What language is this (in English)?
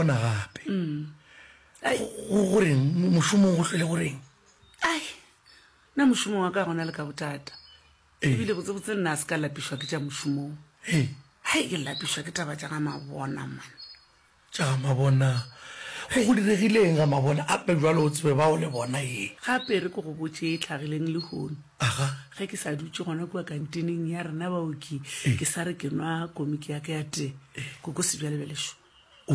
Northern Sotho